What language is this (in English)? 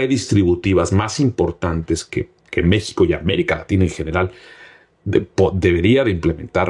Spanish